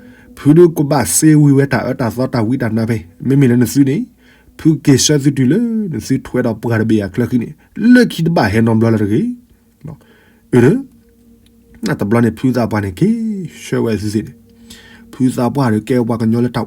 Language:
S'gaw Karen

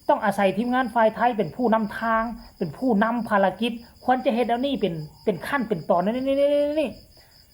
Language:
Northeastern Thai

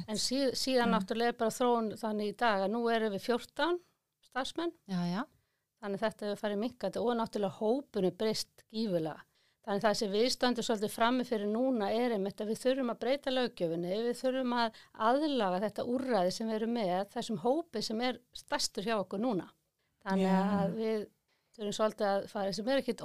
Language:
Icelandic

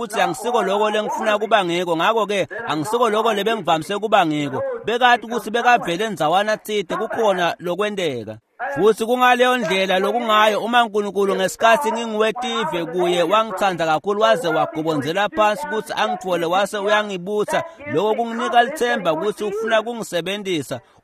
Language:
Swati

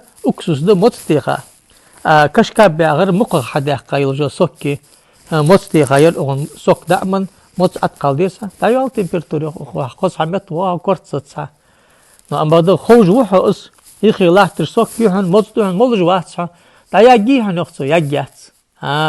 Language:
Ingush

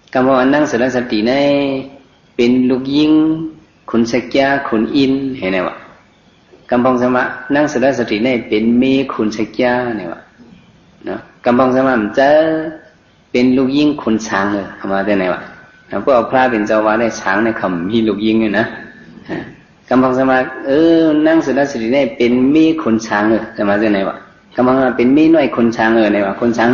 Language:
Shan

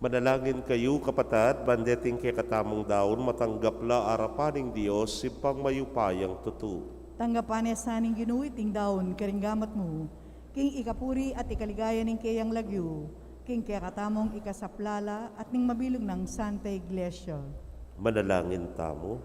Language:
Pampanga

